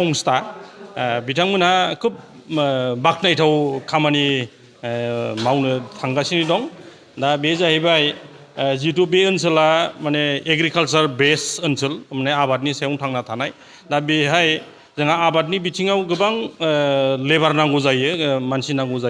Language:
Bodo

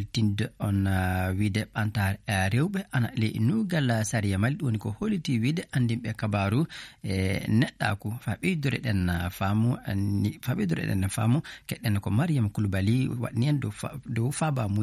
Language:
Fula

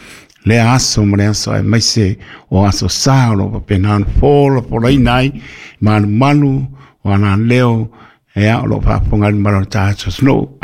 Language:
Samoan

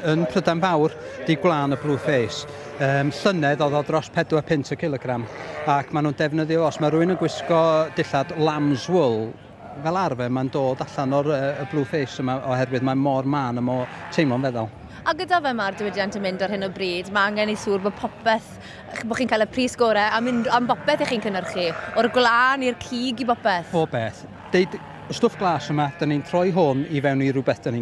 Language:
Welsh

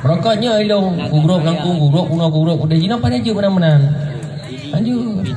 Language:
Achinese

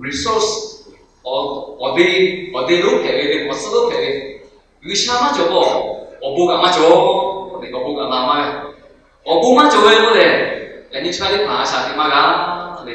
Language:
Lahu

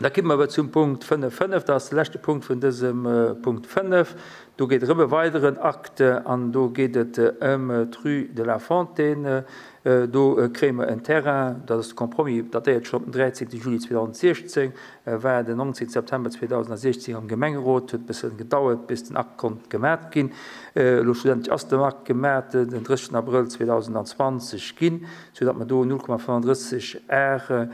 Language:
Luxembourgish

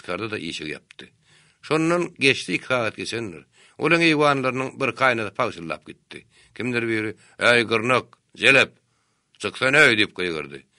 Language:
Turkmen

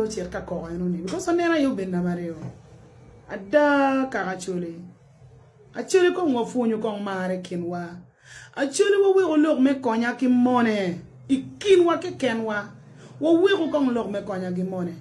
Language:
Acoli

